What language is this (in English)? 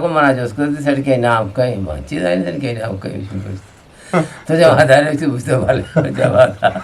Eastern Balochi